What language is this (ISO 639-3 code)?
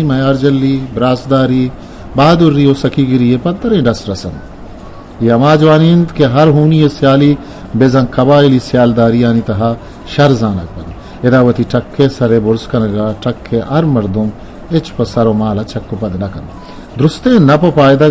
bgp